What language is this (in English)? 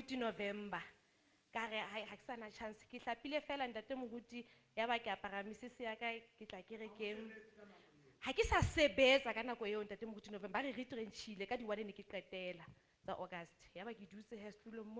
Southern Sotho